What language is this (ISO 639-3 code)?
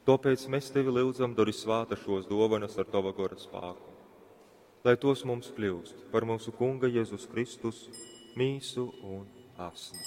ltg